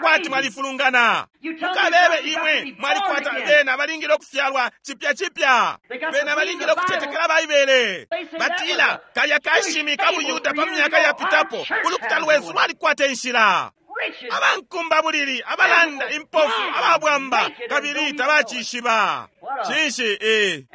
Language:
Bemba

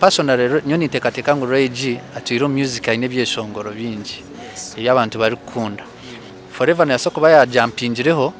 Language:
Nyankole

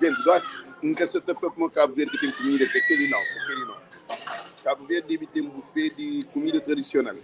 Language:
Kabuverdianu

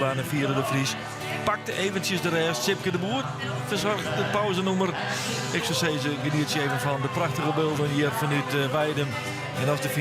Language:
Western Frisian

